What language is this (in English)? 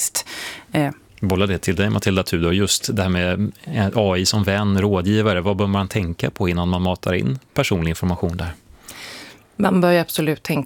Swedish